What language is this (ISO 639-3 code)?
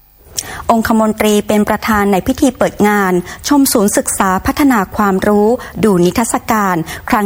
tha